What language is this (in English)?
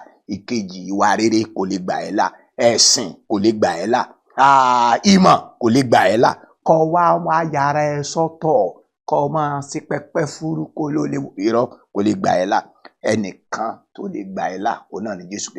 Yoruba